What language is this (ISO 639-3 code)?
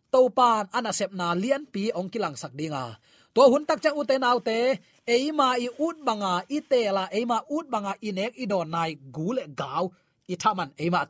ctd